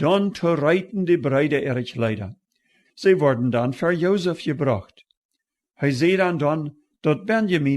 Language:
Plautdietsch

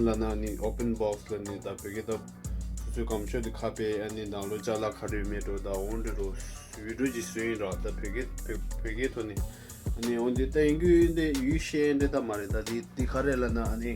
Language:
Tibetan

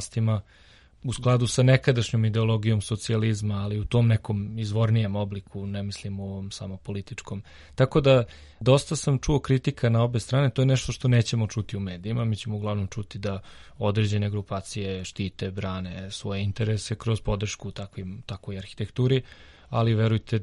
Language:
Serbian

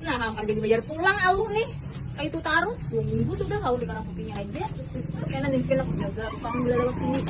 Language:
Banjar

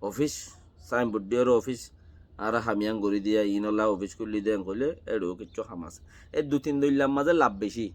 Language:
Rohingya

